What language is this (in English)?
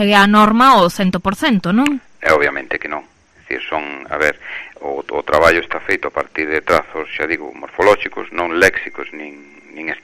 Galician